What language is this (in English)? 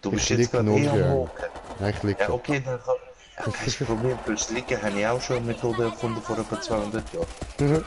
Swiss German